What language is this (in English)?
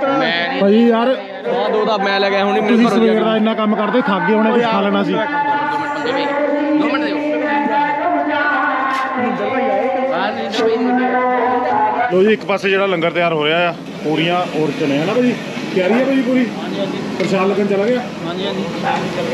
Punjabi